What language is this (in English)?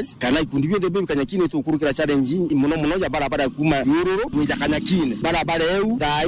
Meru